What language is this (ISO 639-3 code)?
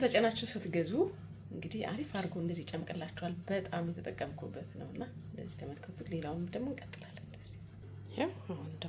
amh